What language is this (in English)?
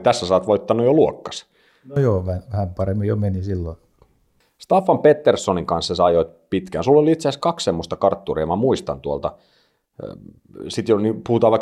Finnish